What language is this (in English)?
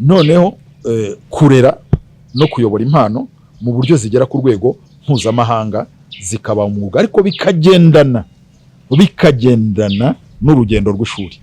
Kinyarwanda